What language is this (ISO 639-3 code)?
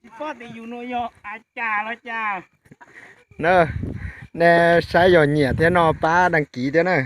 hmn